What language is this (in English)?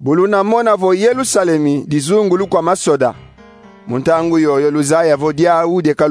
Kongo